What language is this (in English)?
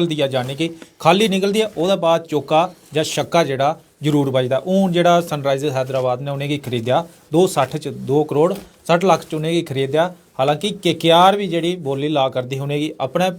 Dogri